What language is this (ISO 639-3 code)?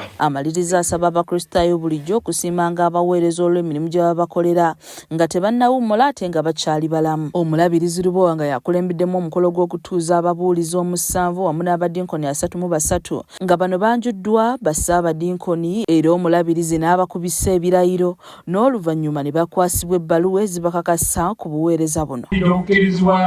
lug